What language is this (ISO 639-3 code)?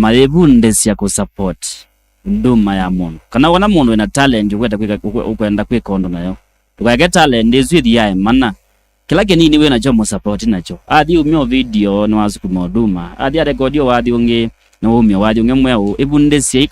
kam